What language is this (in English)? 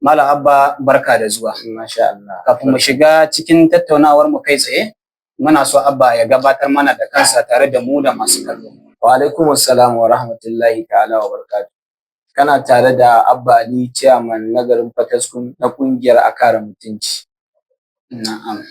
Hausa